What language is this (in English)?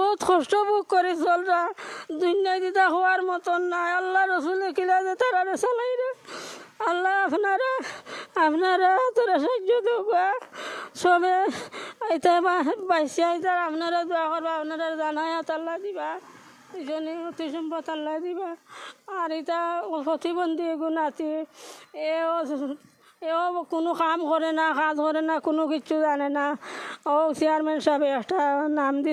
Sylheti